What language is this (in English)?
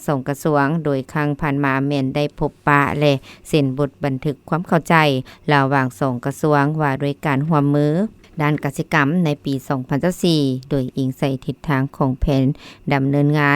Lao